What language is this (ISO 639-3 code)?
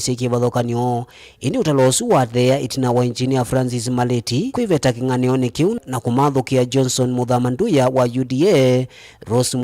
kam